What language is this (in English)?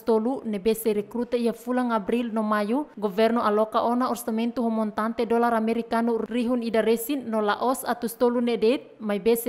Tetum